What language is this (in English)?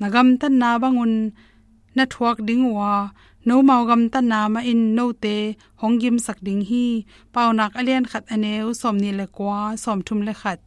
Tedim Chin